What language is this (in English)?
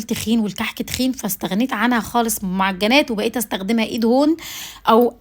Egyptian Arabic